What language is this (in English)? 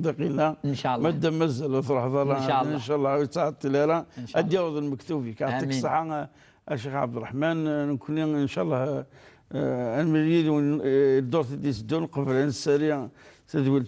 Kabyle